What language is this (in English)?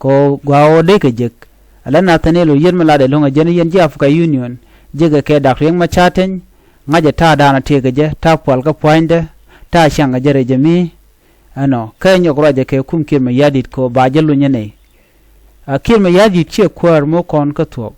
Nuer